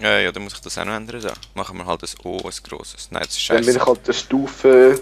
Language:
Swiss German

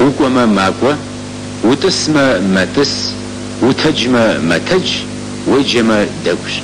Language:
Kabardian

